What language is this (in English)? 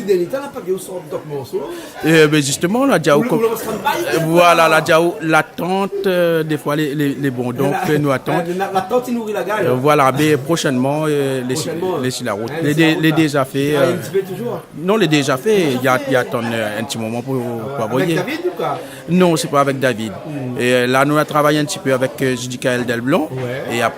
Réunion Creole French